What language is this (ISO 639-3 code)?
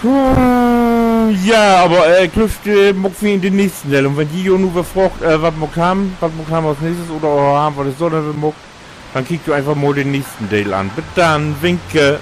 nds